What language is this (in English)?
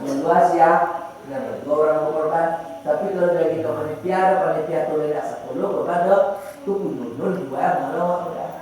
Minangkabau